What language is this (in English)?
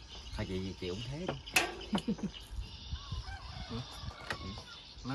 Vietnamese